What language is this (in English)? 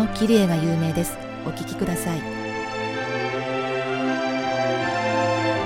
Japanese